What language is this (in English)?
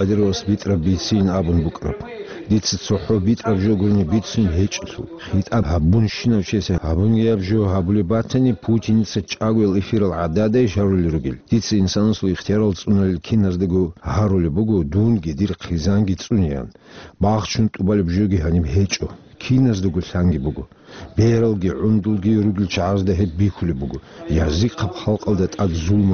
Avaric